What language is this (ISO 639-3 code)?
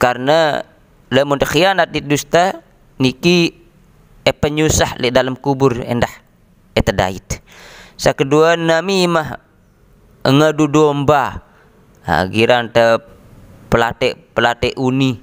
sas